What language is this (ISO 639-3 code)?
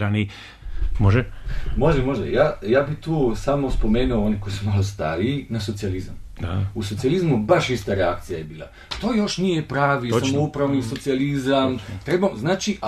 bos